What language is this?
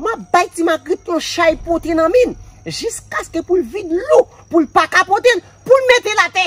Haitian Creole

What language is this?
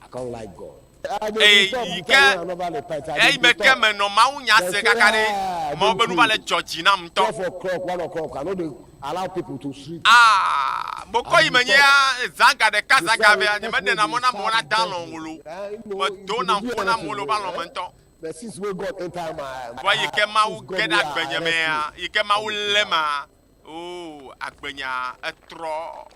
Ewe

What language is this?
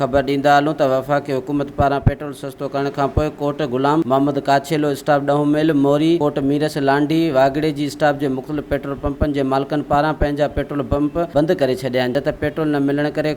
Sindhi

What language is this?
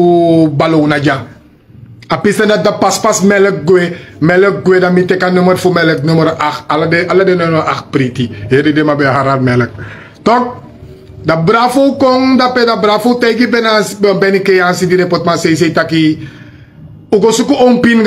Sranan Tongo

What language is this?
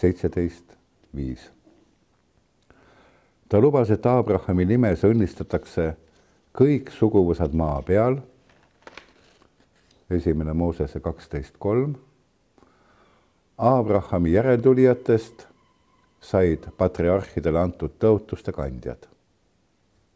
Estonian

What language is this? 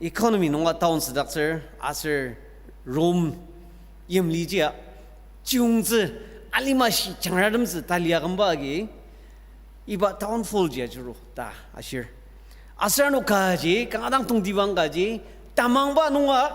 Ao Naga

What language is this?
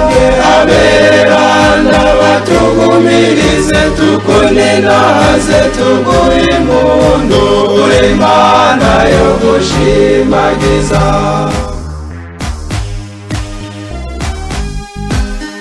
Kinyarwanda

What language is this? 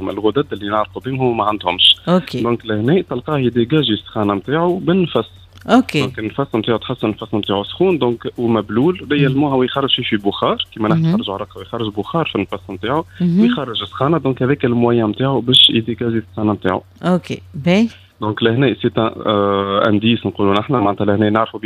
Tunisian Arabic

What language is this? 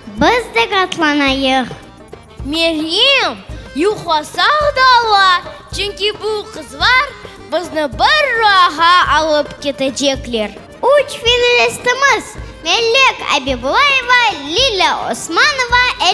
Crimean Tatar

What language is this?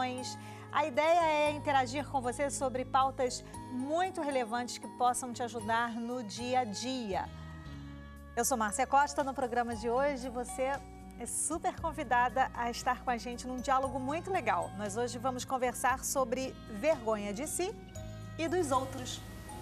Portuguese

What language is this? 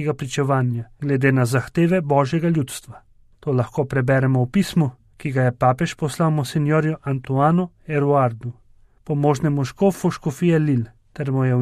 Slovenian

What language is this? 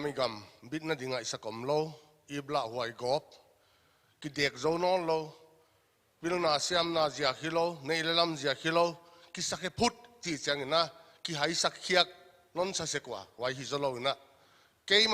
Paite Chin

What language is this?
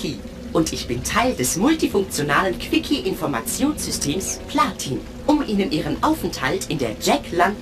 Bavarian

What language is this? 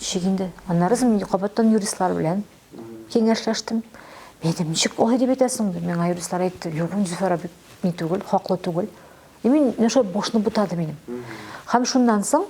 Tatar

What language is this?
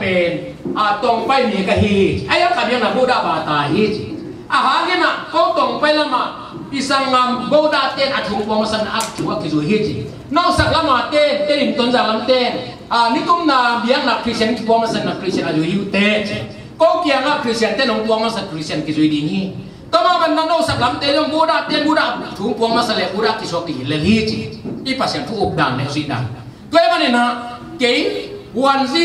Tedim Chin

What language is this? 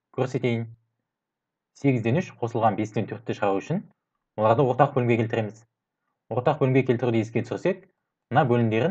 Kazakh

